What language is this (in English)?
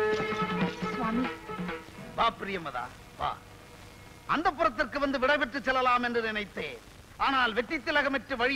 Tamil